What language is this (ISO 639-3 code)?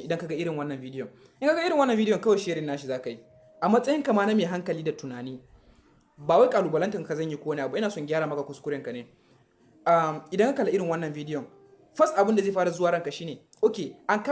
hau